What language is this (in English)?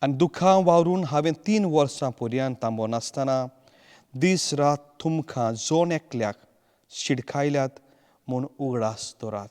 Konkani